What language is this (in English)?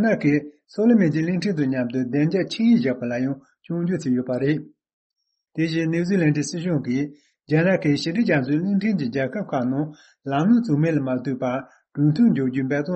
Tibetan